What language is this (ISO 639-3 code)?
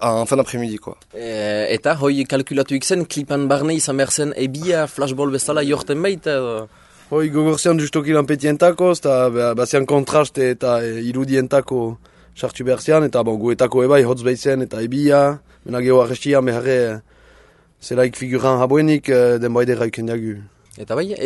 eus